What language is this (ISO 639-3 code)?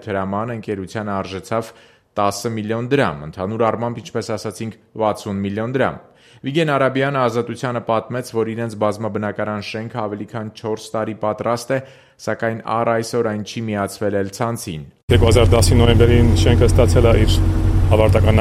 hye